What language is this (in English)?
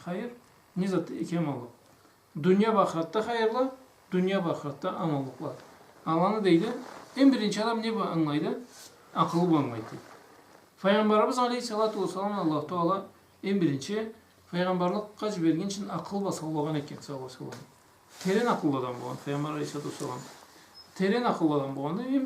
Karachay-Balkar